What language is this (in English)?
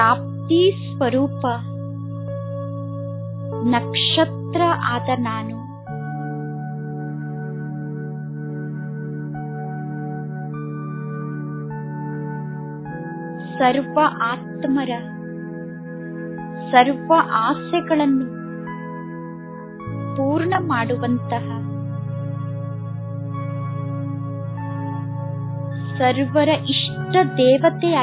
Kannada